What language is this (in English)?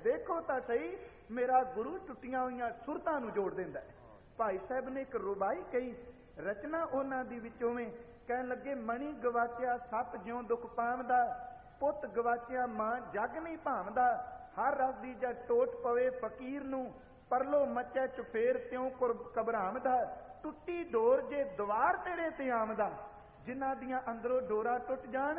Punjabi